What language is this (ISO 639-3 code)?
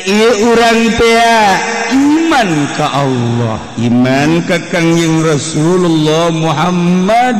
sun